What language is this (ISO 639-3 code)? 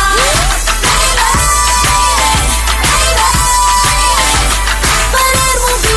por